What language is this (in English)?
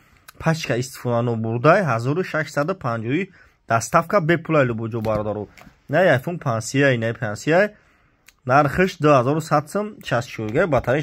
Tajik